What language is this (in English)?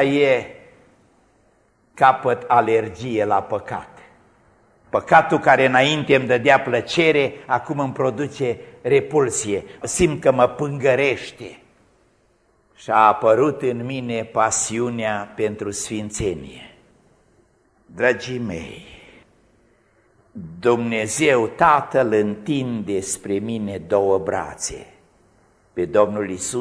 Romanian